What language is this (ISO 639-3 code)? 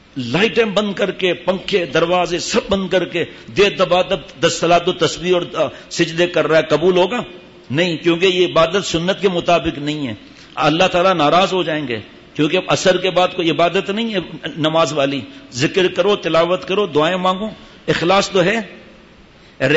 urd